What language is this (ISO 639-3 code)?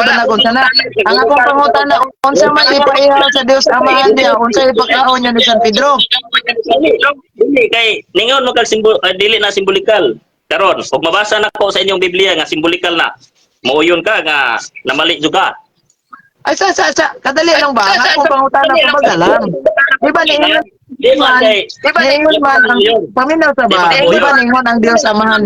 ceb